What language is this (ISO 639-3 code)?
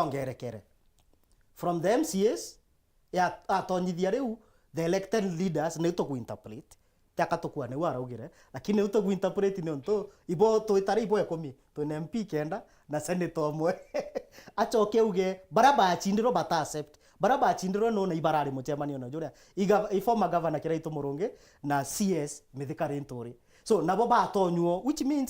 mer